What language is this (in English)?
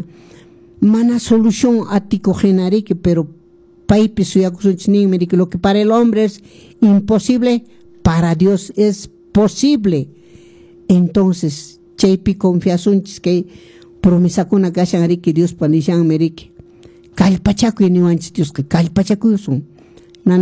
Quechua